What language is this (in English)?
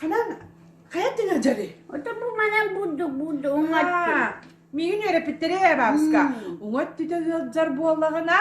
Yakut